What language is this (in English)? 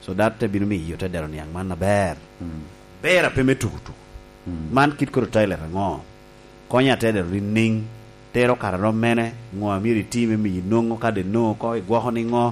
Lango (Uganda)